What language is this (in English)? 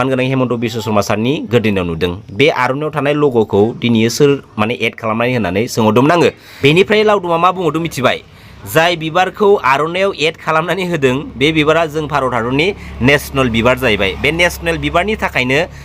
Bodo